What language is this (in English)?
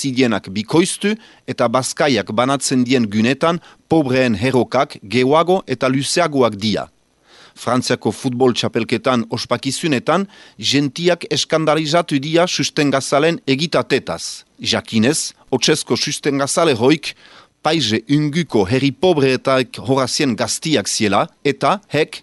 Basque